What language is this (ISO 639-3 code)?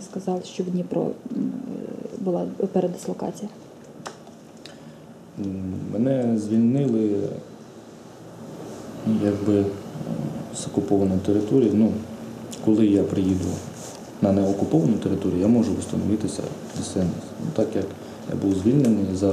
ukr